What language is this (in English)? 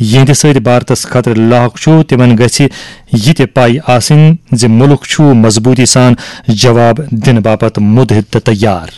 Kashmiri